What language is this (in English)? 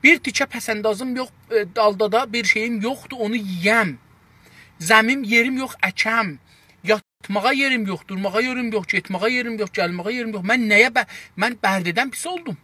South Azerbaijani